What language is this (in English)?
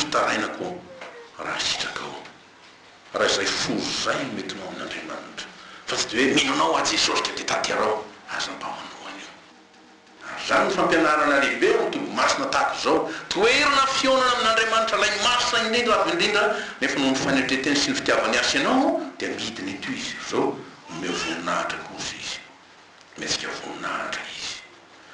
Malagasy